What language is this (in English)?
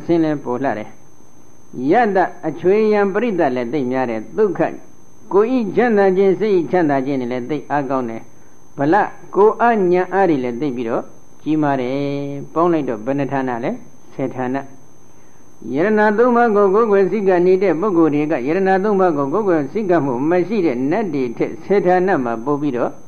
Burmese